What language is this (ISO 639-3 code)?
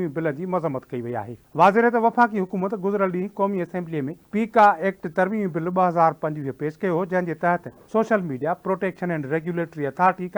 snd